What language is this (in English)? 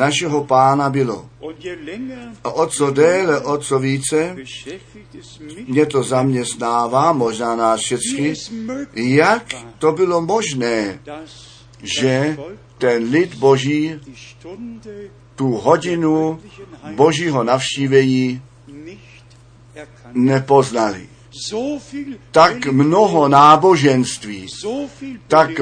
Czech